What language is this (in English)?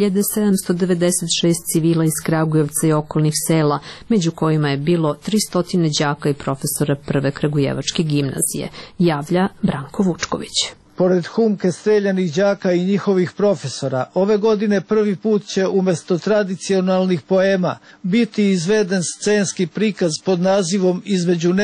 Serbian